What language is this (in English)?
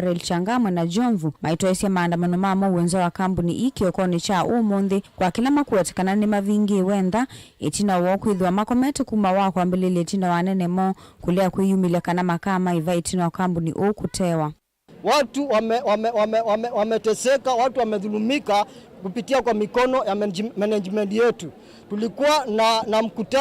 Kamba